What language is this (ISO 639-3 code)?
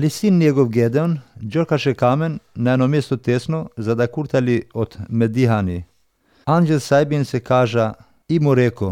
mkd